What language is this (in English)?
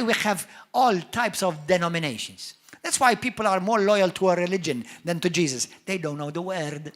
English